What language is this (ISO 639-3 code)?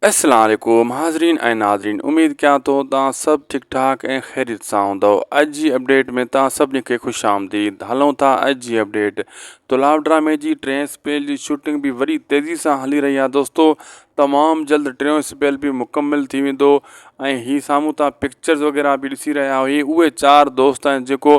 snd